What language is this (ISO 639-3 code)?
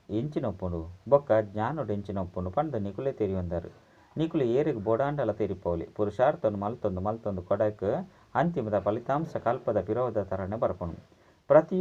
tcy